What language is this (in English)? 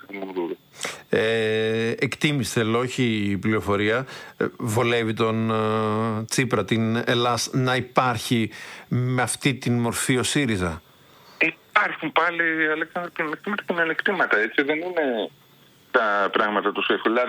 Greek